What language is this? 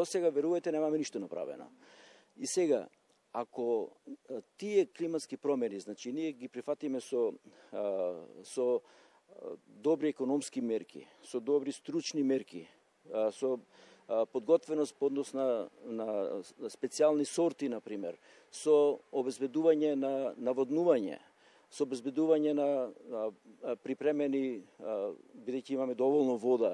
Macedonian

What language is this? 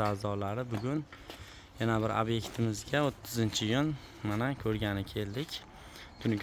Uzbek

